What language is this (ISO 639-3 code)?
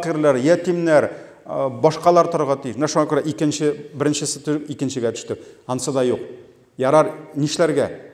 tat